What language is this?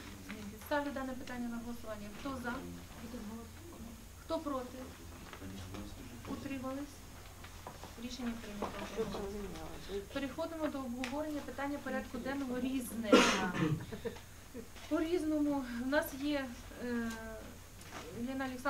Ukrainian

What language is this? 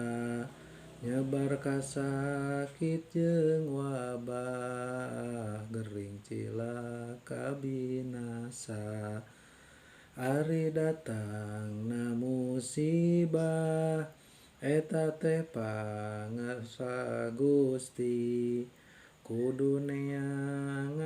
Sundanese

